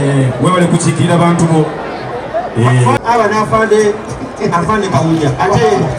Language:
Soga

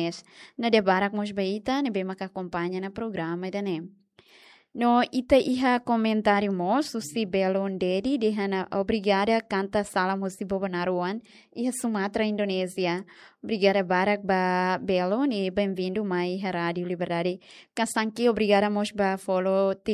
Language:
Tetum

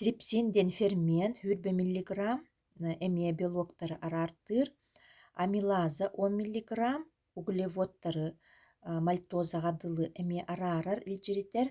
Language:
Yakut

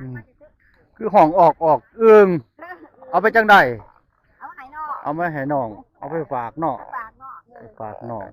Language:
Northeastern Thai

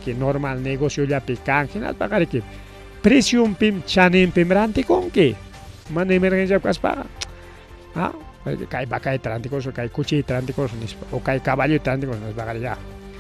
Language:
Ayacucho Quechua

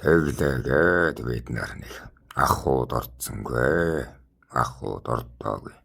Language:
Mongolian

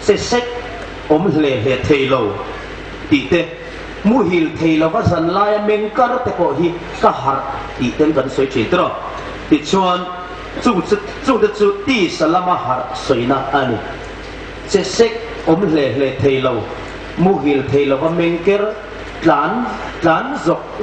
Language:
Hmar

